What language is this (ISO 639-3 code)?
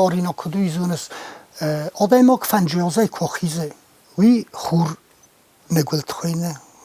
oss